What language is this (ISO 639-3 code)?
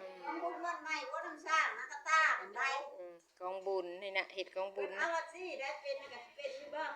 lao